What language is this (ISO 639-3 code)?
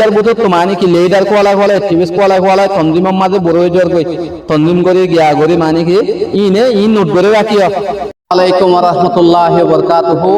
rhg